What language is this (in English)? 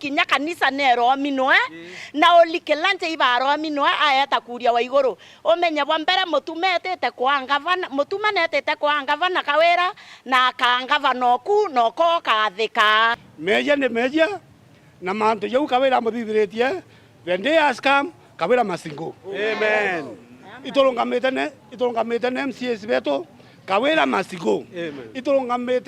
Meru